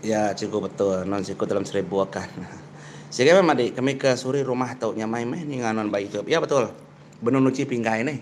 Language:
Iban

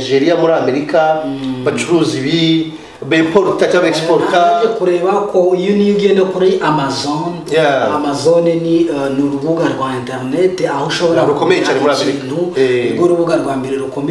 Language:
Kinyarwanda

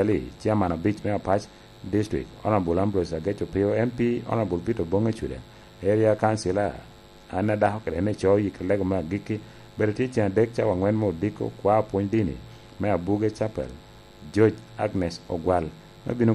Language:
Lango (Uganda)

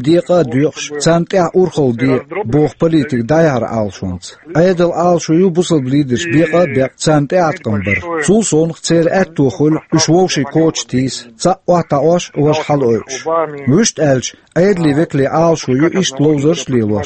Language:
Chechen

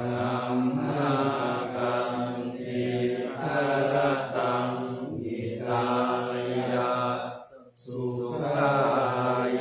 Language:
Pali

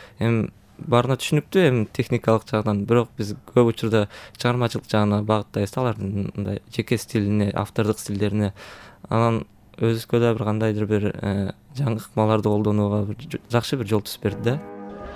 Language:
Kyrgyz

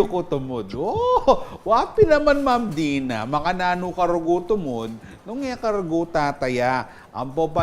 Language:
Pampanga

